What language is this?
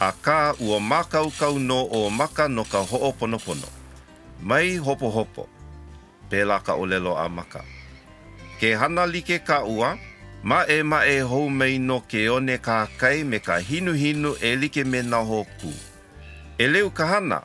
Hawaiian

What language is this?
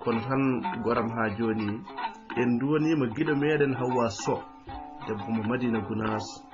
Fula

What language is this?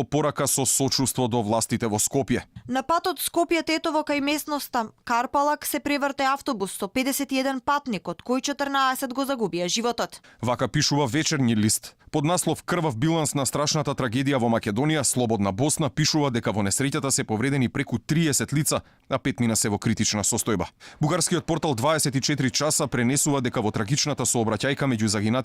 Macedonian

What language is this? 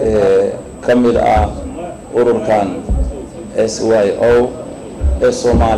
Somali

